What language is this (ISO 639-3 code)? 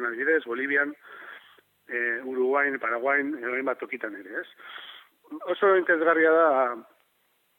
eus